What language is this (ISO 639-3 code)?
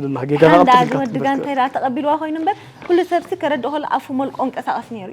tir